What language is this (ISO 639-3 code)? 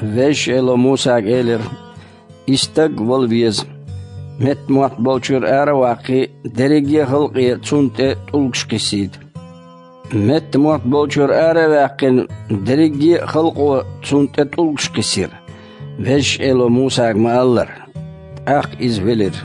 che